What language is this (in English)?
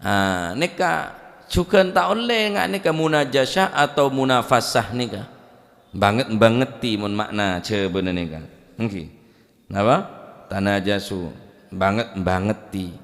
Madurese